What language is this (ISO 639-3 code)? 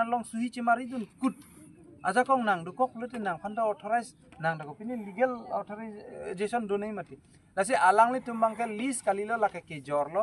mjw